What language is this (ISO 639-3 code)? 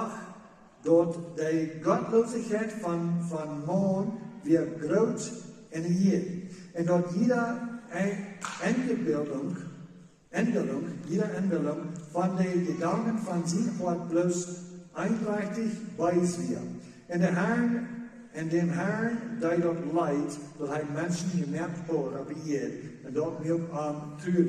pdt